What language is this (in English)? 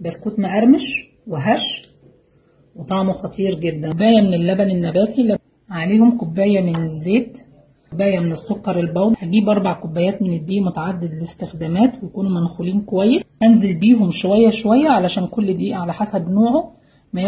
Egyptian Arabic